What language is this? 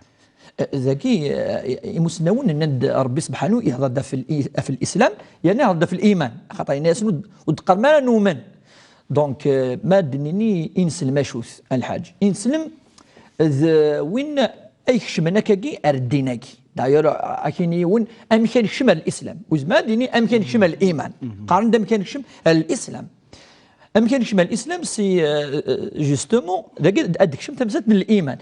Kabyle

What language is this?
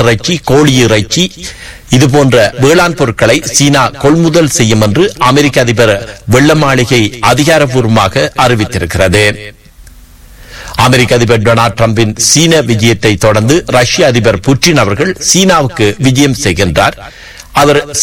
Tamil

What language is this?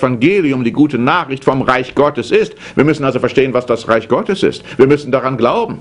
German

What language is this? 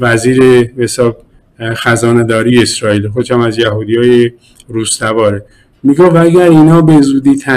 Persian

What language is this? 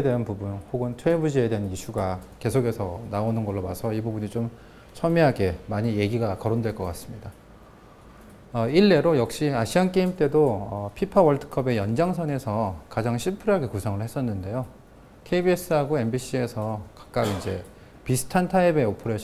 Korean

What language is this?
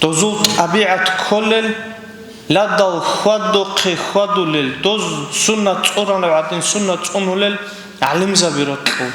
Avaric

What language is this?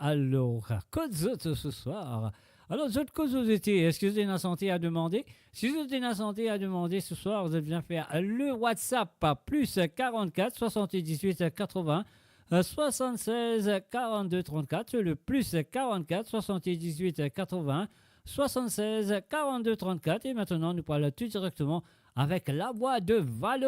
Morisyen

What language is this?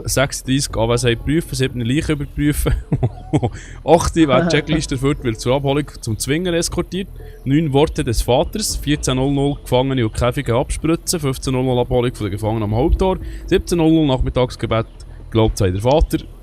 Swiss German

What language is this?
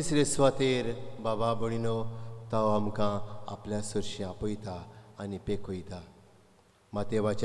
Konkani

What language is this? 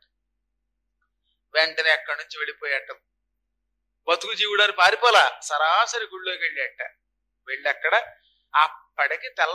Telugu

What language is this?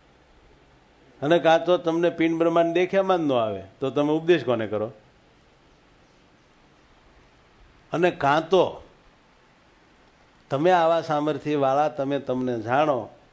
Gujarati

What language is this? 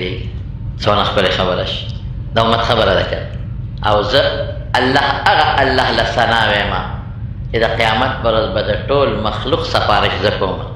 Pashto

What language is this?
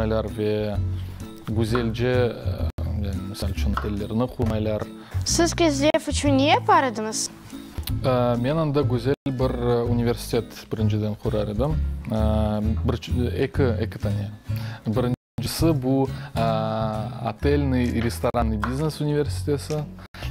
Crimean Tatar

